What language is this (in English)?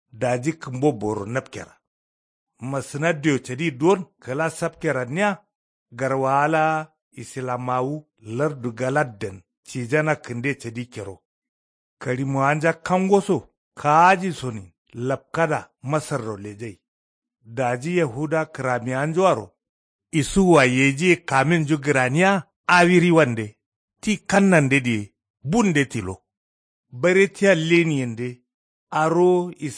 Kanuri